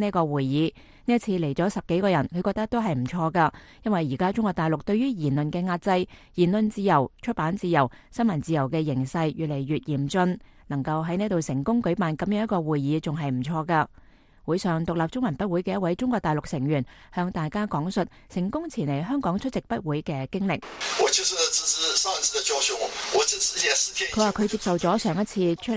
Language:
Cantonese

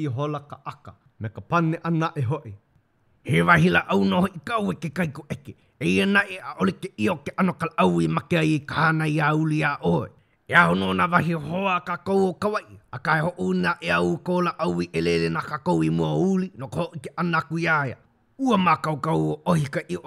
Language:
Hawaiian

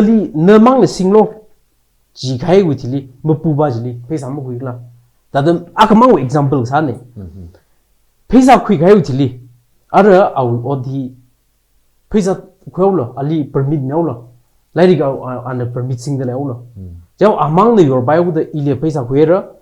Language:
Tangkhul Naga (India)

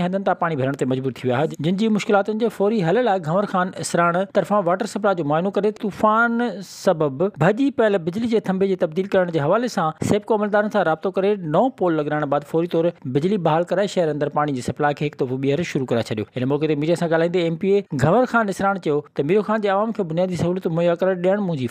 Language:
Sindhi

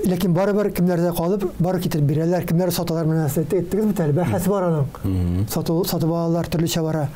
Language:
Tatar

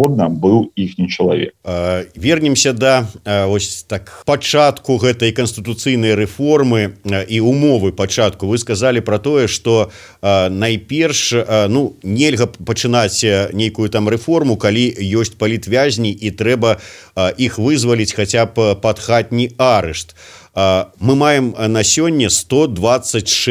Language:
Belarusian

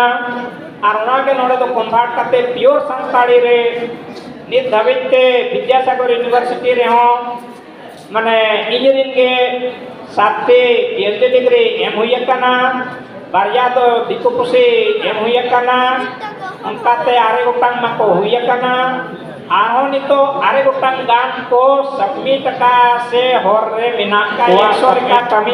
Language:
Santali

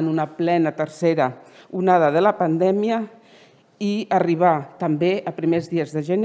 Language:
Catalan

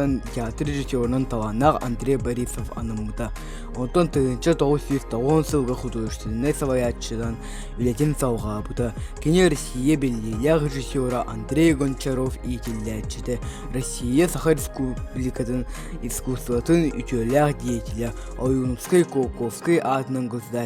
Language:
Yakut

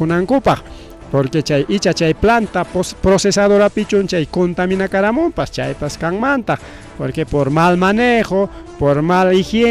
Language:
Ayacucho Quechua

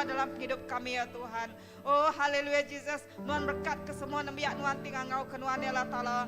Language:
Iban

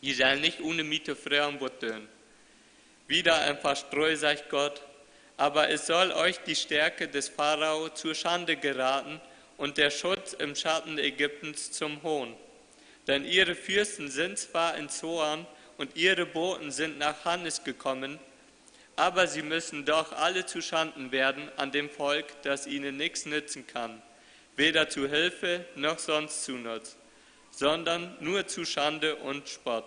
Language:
Plautdietsch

